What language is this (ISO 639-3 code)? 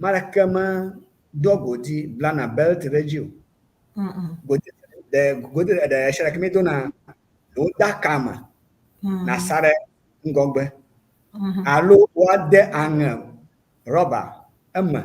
ewe